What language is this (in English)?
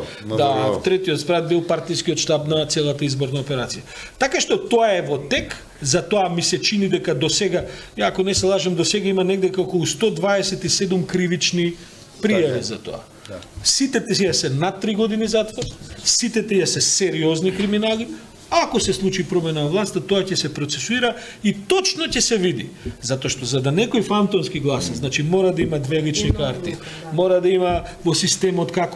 Macedonian